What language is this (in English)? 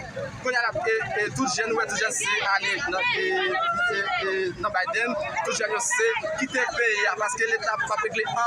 Haitian Creole